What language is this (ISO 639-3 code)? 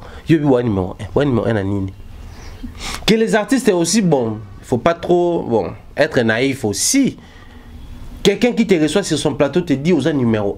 fra